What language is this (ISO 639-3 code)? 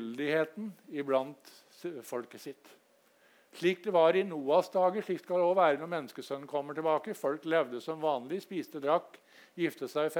nor